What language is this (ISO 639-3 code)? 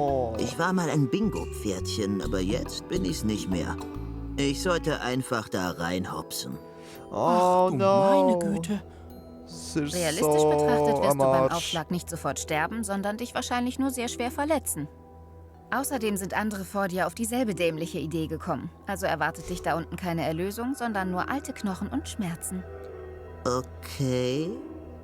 gsw